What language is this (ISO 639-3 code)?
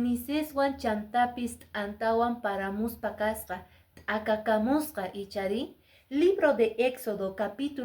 que